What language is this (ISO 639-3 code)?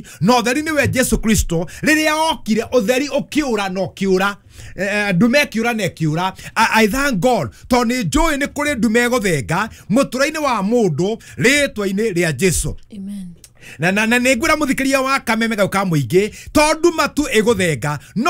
kik